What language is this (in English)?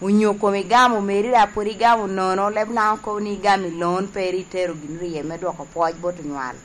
Lango (Uganda)